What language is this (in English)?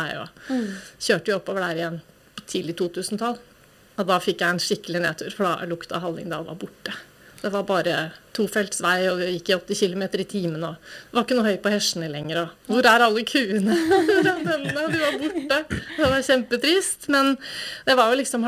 Norwegian